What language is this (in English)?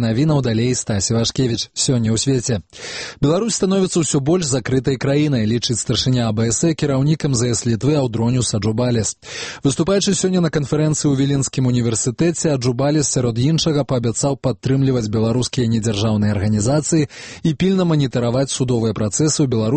Belarusian